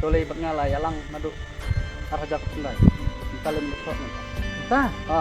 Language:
Khasi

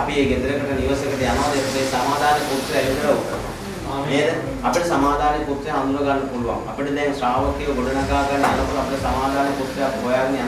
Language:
Sinhala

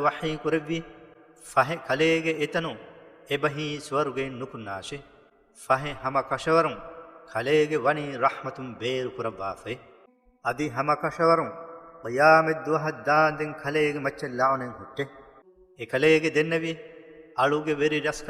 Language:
Divehi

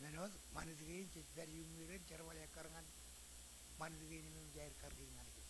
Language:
Marshallese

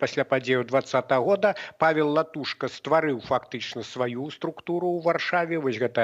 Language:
Belarusian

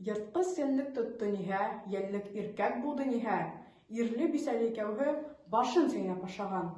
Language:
Bashkir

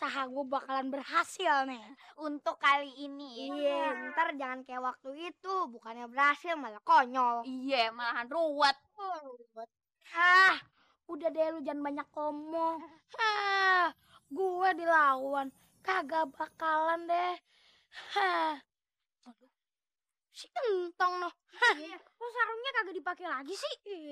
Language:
Betawi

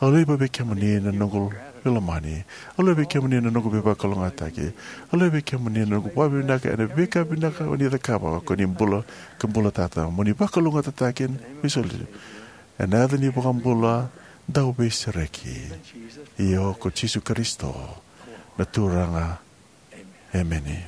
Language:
Fijian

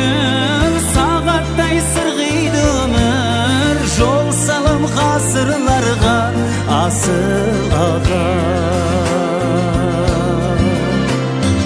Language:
Kazakh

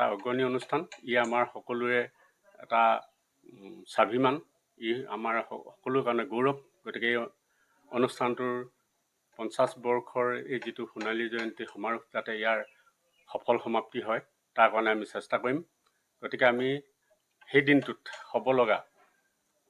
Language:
Assamese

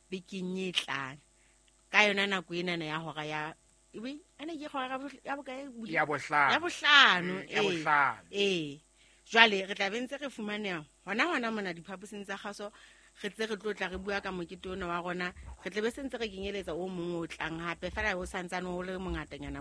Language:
Southern Sotho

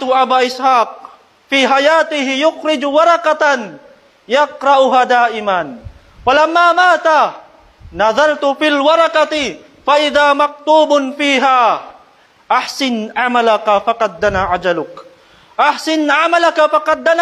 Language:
Tausug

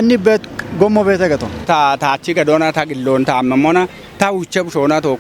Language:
Kafa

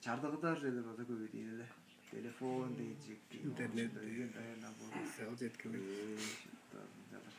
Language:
Tuvinian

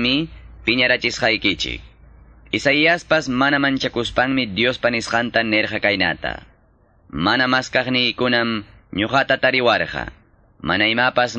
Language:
Ayacucho Quechua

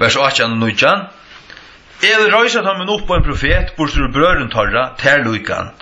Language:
Faroese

